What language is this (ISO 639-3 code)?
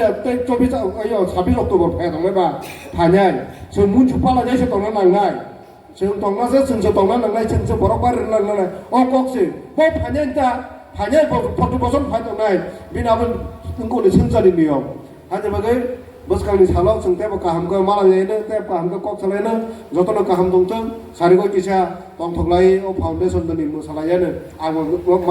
trp